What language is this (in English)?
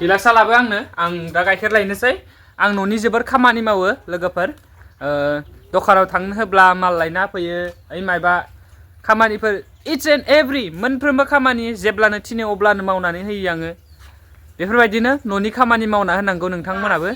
Bodo